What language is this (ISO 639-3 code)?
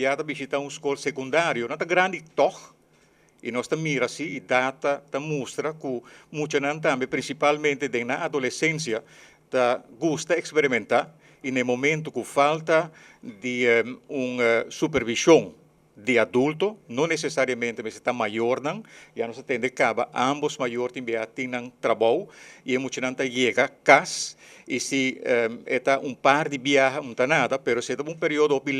pap